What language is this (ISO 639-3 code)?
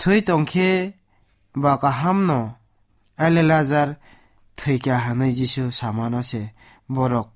trp